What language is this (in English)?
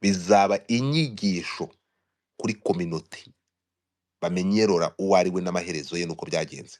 Kinyarwanda